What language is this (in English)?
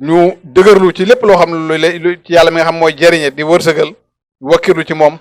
Wolof